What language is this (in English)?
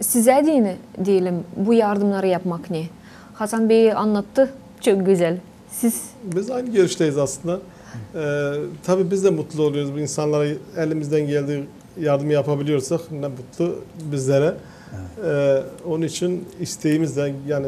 Gagauz